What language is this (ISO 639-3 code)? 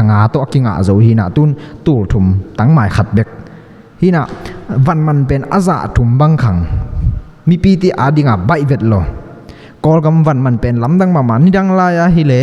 ctd